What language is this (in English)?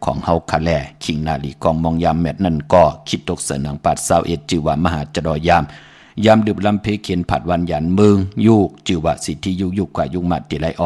Shan